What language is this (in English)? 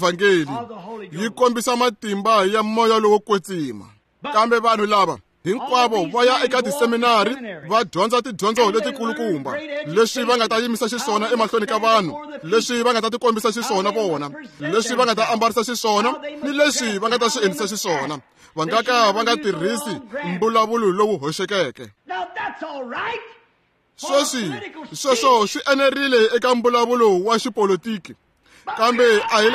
Tsonga